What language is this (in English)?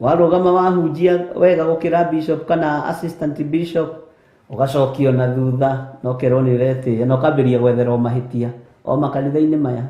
Kikuyu